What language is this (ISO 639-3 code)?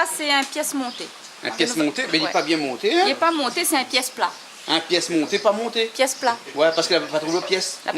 rcf